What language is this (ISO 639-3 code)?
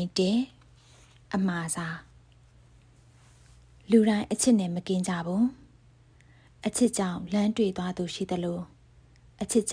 mya